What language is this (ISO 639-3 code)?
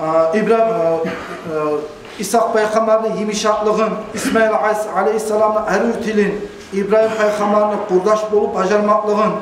kum